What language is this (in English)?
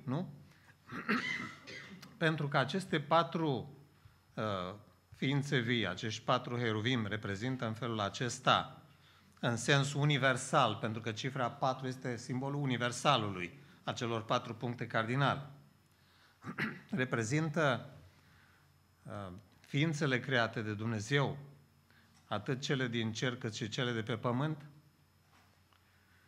Romanian